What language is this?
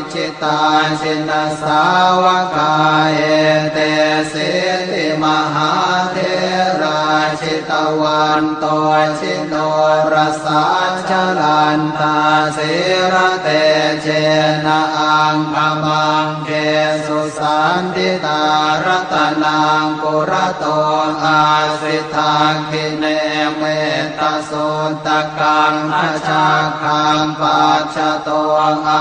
Pali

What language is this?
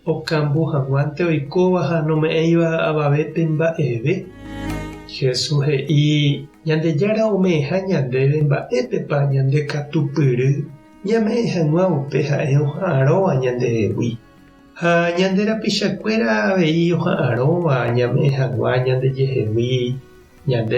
Guarani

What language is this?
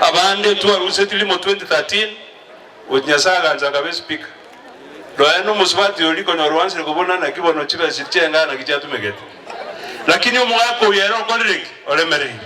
Gusii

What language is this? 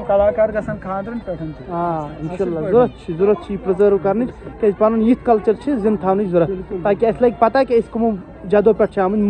Kashmiri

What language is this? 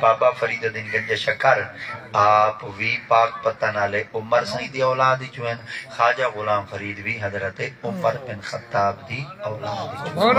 Saraiki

